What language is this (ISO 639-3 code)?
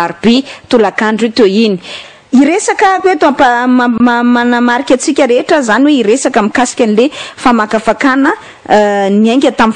mlg